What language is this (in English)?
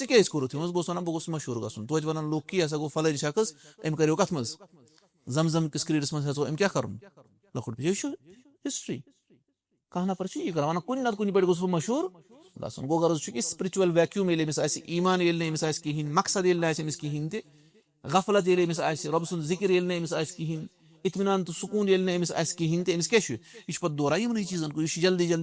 Kashmiri